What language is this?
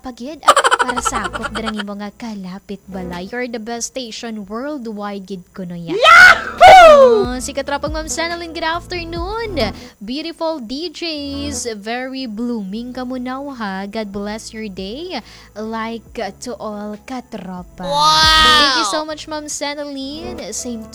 Hiligaynon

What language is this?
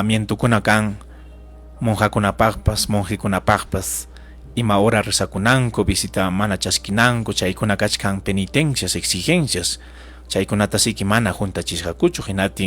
Ayacucho Quechua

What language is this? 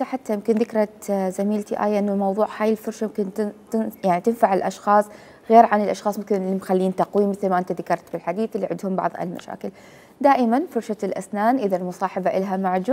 Mesopotamian Arabic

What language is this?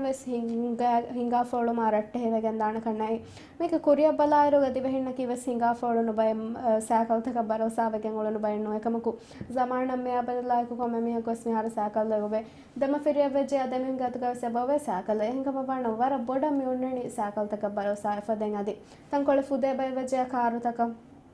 Divehi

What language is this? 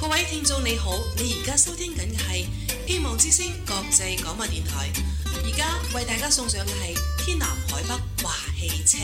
Cantonese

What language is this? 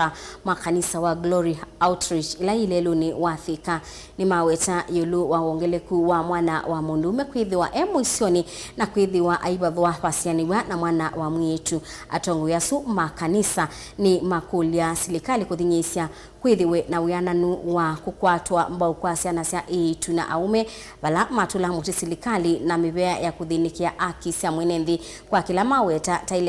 Kamba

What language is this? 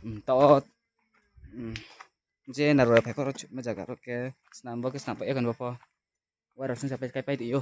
Riang (India)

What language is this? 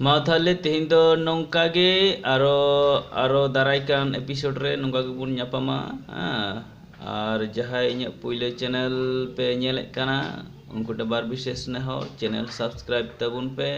Santali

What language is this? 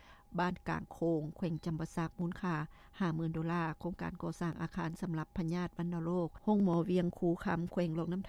Lao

